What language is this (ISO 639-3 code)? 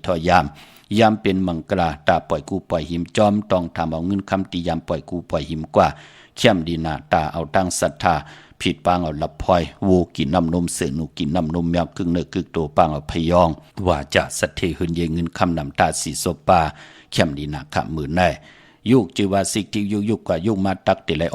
shn